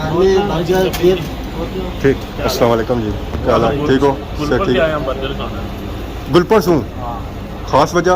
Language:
Pahari-Potwari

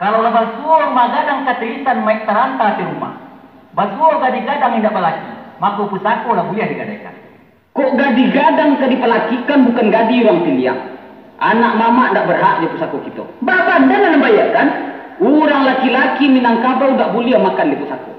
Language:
Minangkabau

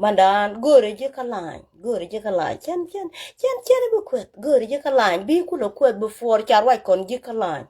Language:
Nuer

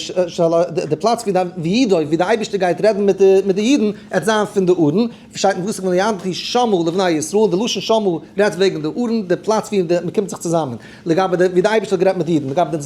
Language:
Yiddish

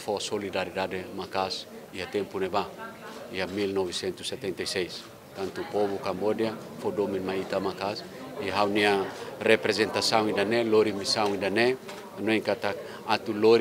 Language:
Tetum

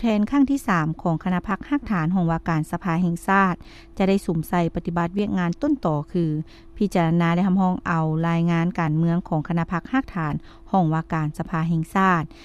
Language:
Lao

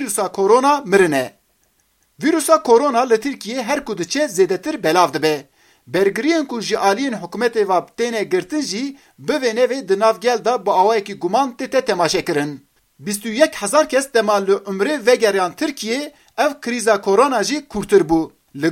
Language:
Kurdish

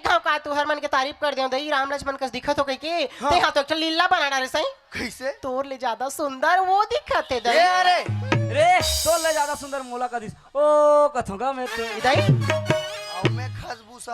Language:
Chhattisgarhi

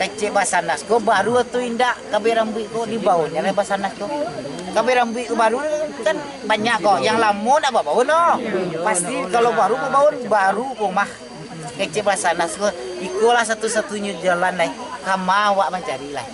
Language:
Minangkabau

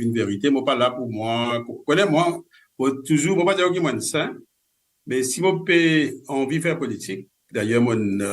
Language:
Morisyen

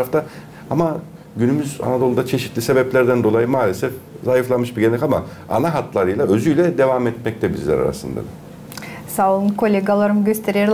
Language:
Gagauz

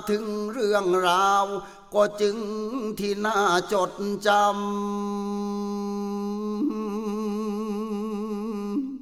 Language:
Thai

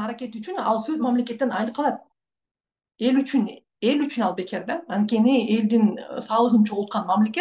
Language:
Kyrgyz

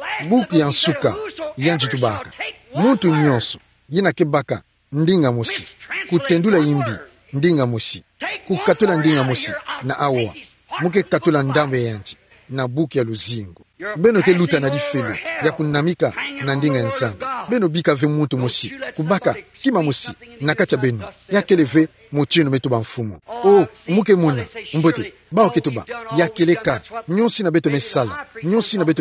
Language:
Kituba (Democratic Republic of Congo)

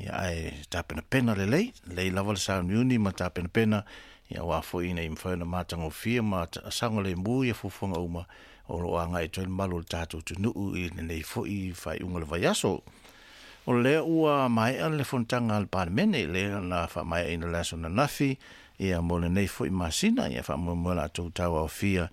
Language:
Samoan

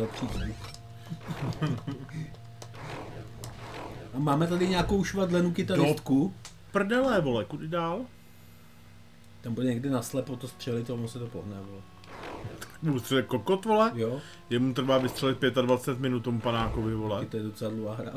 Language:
Czech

